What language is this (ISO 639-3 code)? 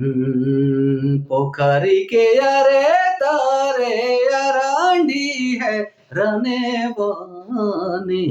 sck